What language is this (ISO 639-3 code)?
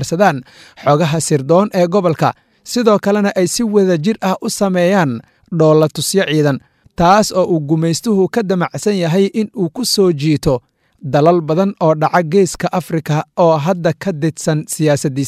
som